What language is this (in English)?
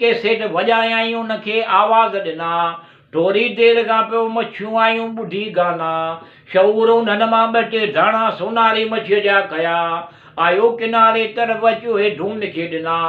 Sindhi